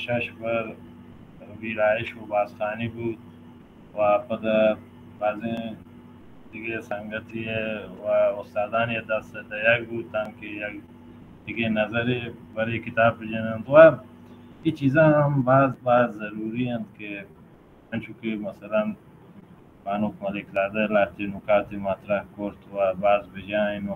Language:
Baluchi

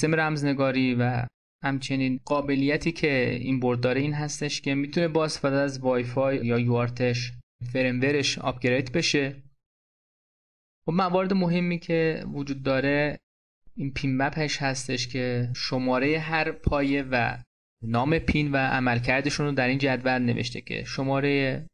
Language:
Persian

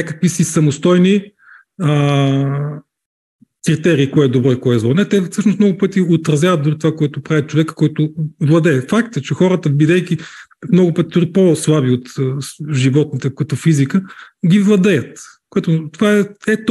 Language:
Bulgarian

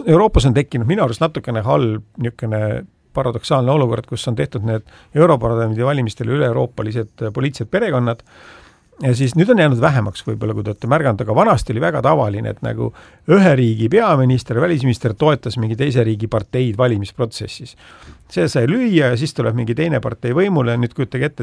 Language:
Estonian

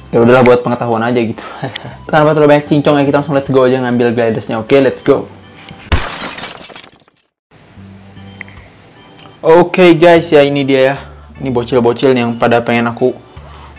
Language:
Indonesian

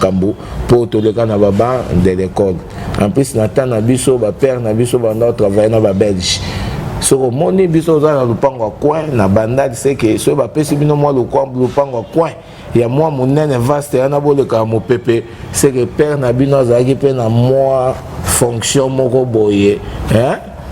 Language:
Lingala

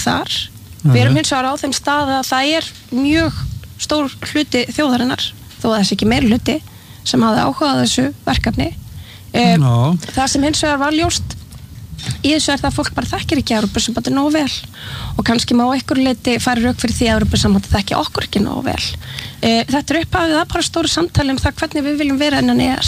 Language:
Icelandic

